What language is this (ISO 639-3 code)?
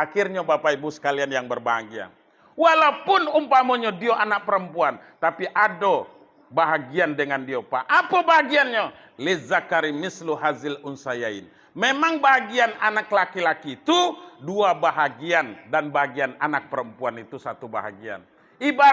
min